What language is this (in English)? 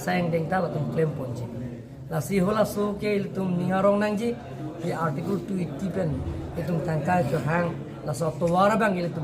Karbi